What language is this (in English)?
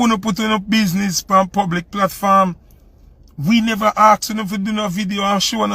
Jamaican Creole English